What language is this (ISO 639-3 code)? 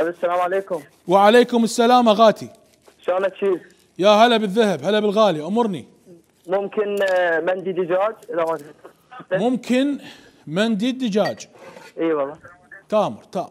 acm